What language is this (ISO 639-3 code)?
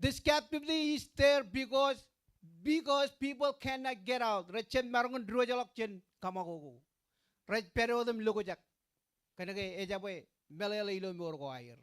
mah